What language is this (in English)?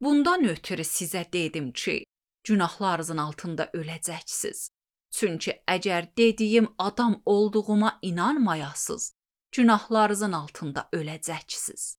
Azerbaijani